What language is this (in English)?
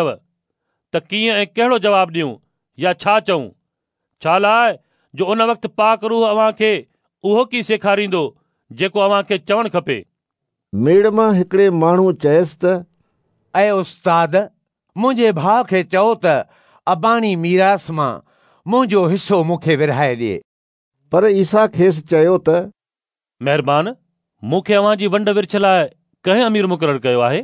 Sindhi